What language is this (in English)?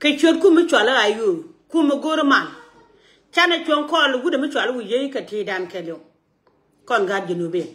Nuer